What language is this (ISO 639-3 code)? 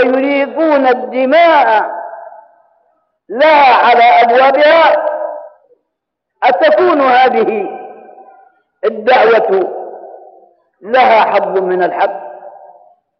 ara